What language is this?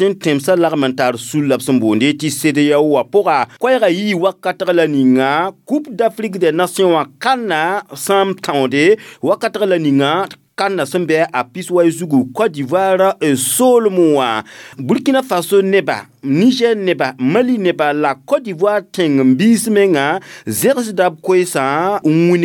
Mossi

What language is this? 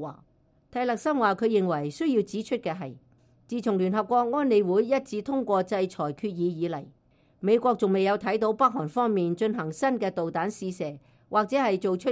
Cantonese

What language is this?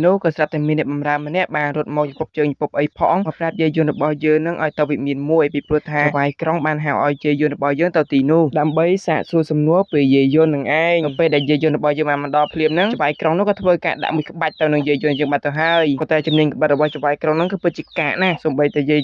Khmer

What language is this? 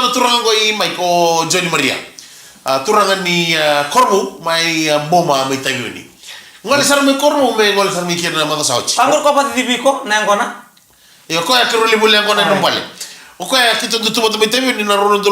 Fijian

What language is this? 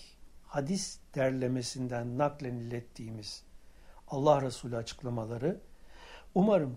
Turkish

